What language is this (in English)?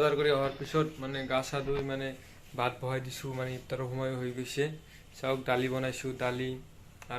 Assamese